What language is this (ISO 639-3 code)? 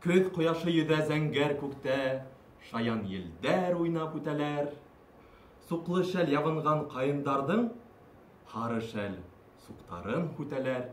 bak